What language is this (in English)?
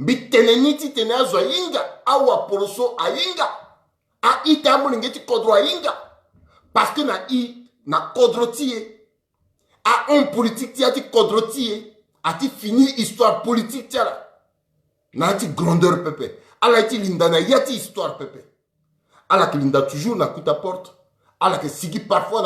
Sango